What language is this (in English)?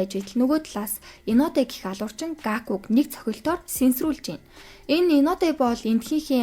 Mongolian